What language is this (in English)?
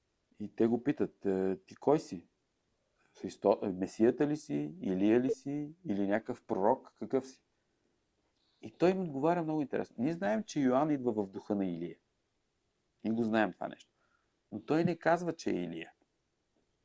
Bulgarian